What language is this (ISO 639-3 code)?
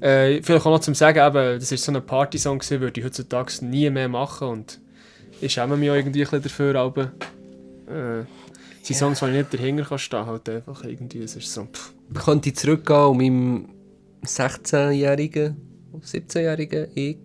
gsw